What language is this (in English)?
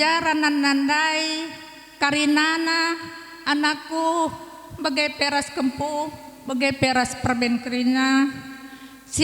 Batak Karo